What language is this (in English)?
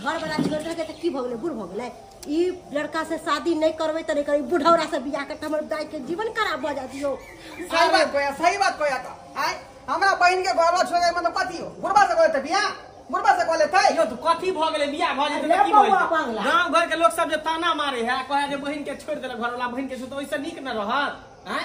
Maithili